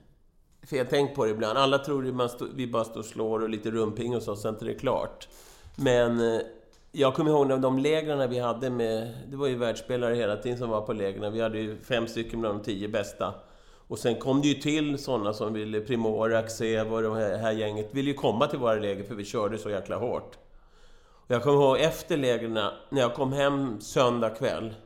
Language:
Swedish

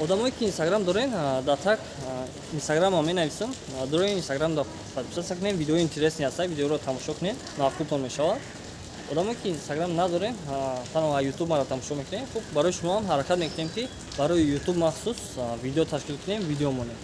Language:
Tajik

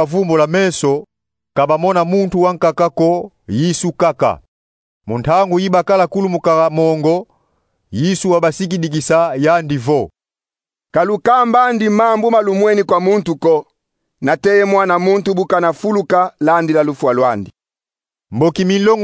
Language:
Kongo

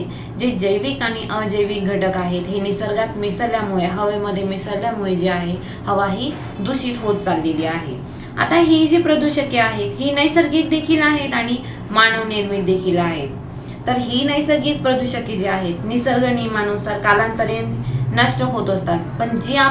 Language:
Marathi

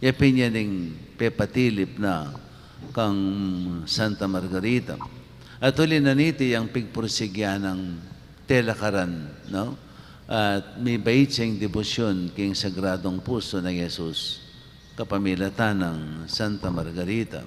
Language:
Pampanga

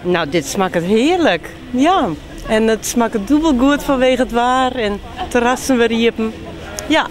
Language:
Western Frisian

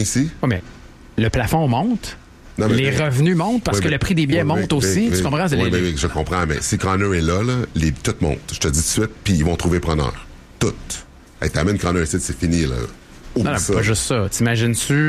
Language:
French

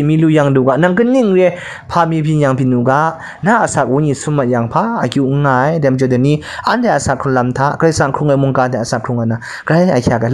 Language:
Kachin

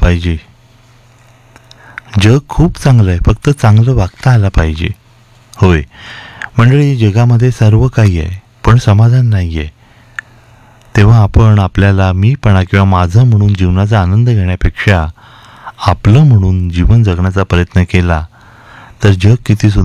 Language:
Marathi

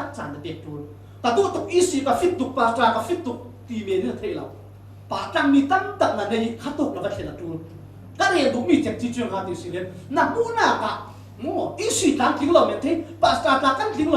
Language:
Falam Chin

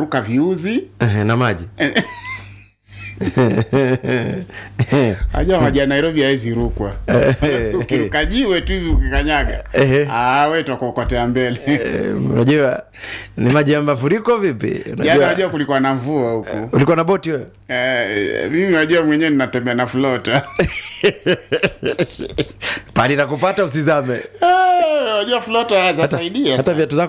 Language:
Swahili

